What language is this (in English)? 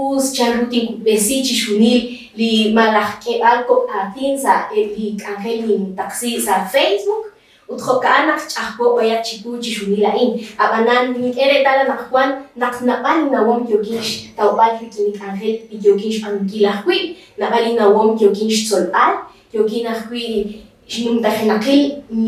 Kekchí